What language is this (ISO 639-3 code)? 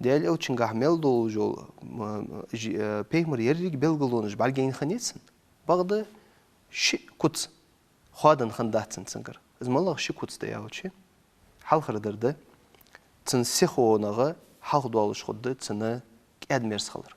inh